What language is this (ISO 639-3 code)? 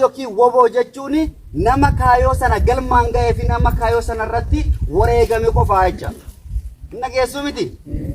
orm